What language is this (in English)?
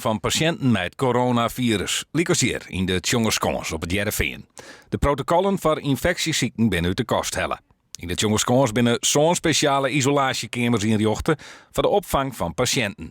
Western Frisian